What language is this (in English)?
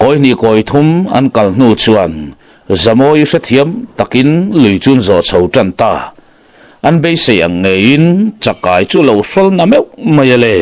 Mizo